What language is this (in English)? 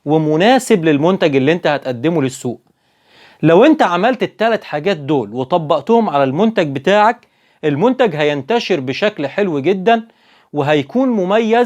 Egyptian Arabic